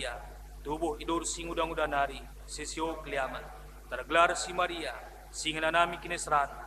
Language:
Batak Karo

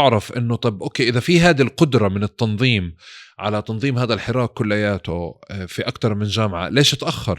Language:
North Levantine Arabic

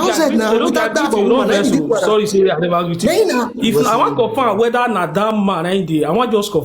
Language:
Nigerian Pidgin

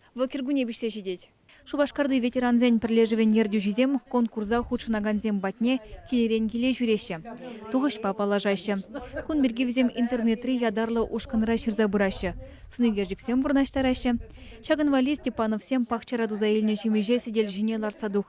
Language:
Chuvash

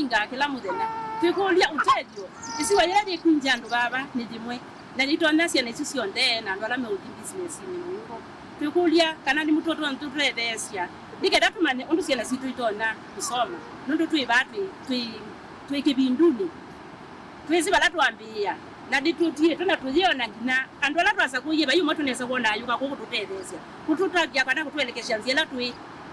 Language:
Kamba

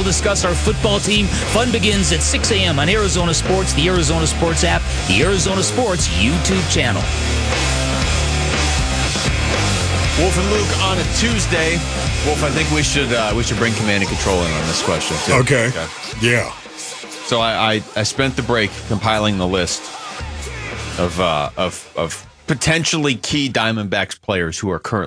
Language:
English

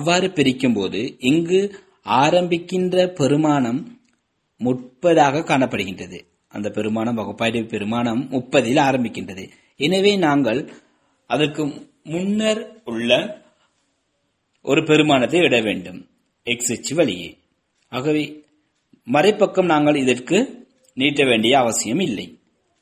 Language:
Tamil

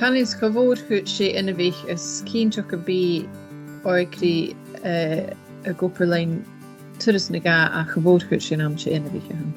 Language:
Scottish Gaelic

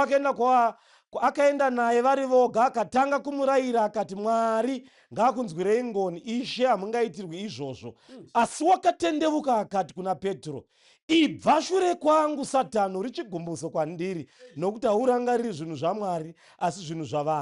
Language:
Shona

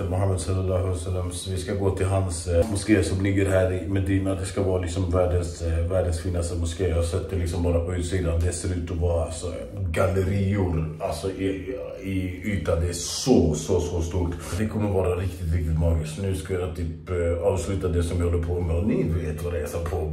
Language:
Swedish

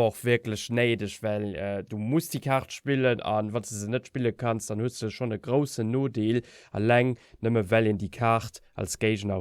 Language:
Luxembourgish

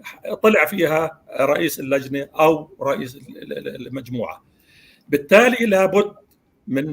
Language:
North Levantine Arabic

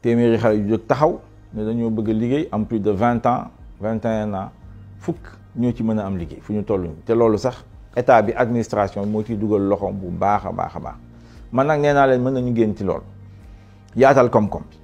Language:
Wolof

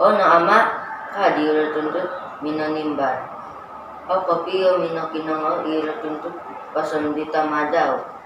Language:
Central Dusun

